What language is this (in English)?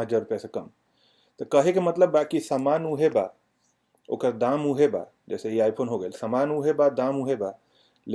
Bhojpuri